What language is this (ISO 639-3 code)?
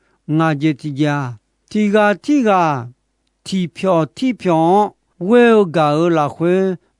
ahk